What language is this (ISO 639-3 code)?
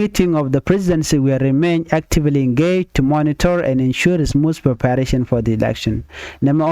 nus